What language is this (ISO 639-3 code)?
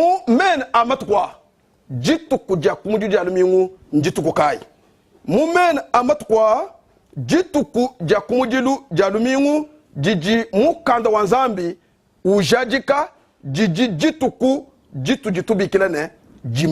lua